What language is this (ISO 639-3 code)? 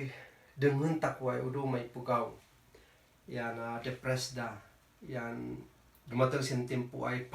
kne